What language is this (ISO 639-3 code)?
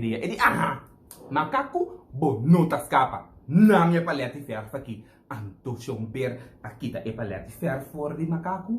pap